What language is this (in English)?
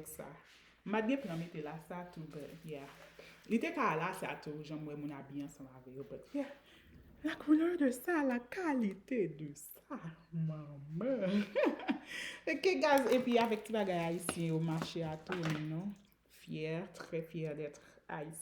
Haitian Creole